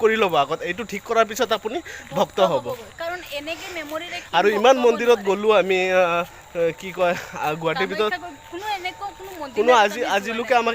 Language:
Assamese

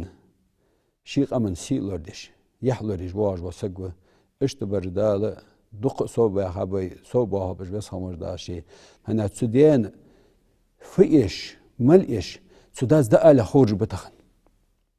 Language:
Ingush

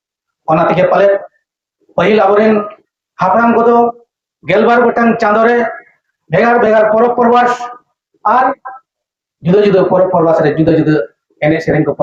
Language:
Santali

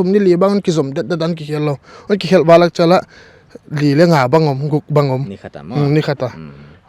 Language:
Paite Chin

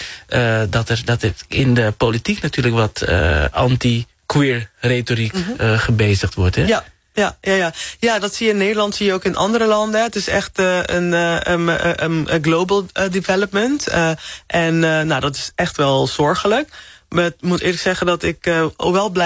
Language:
Dutch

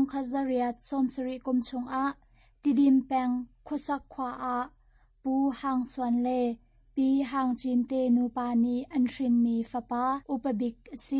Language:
Hakha Chin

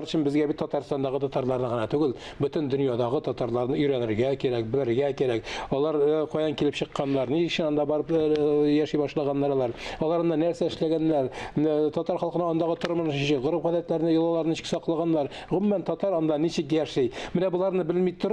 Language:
Tatar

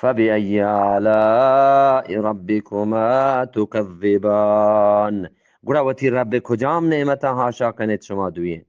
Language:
Eastern Balochi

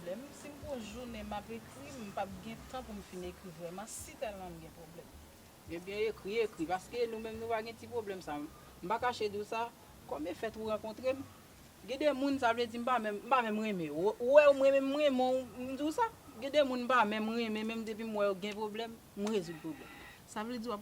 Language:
Haitian Creole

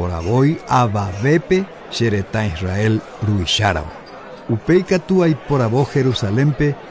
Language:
Guarani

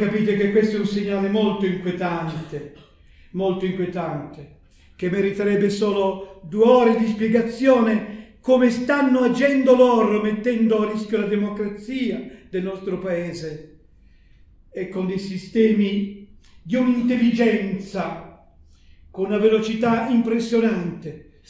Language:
Italian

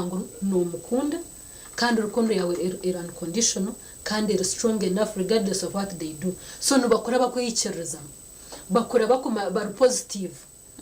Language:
Nyankole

